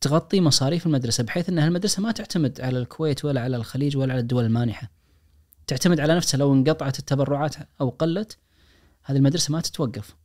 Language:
Najdi Arabic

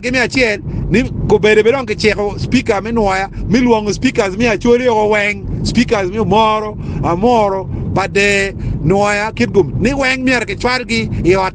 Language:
Acoli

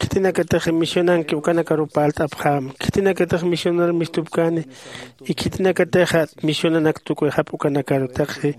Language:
Aymara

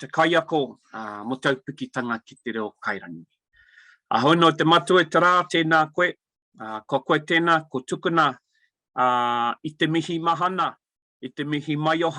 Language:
Māori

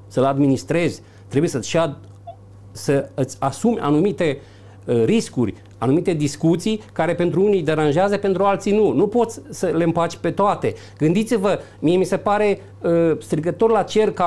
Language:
Romanian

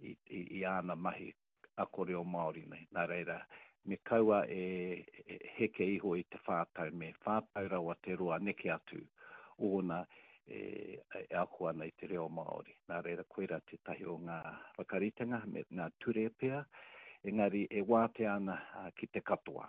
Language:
Māori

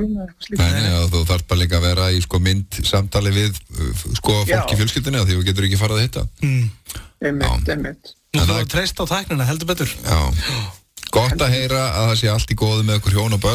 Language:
Icelandic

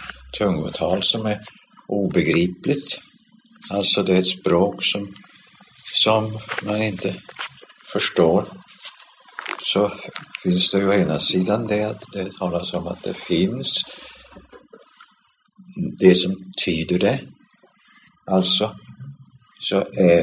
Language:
Swedish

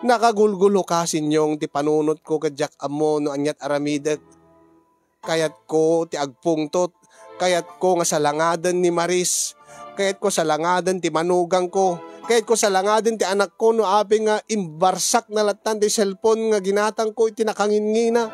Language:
Iloko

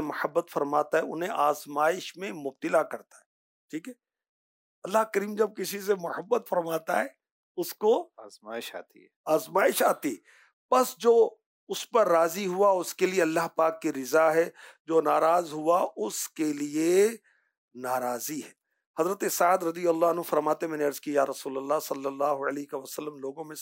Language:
Urdu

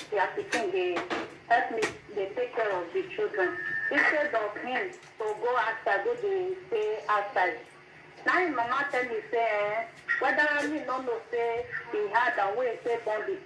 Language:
Nigerian Pidgin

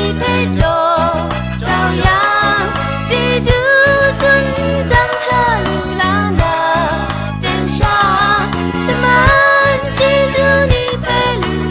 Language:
Kachin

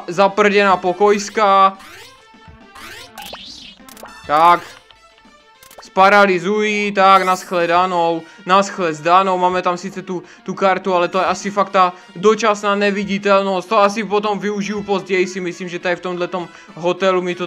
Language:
Czech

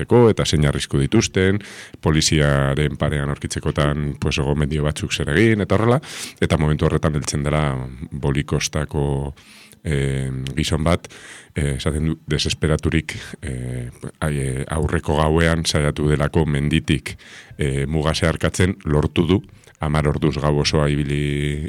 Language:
Basque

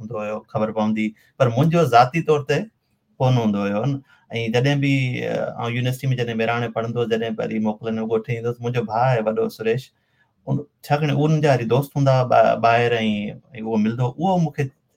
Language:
Sindhi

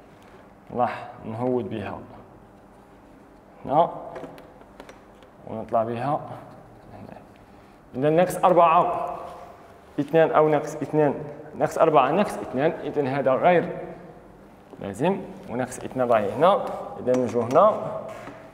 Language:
Algerian Arabic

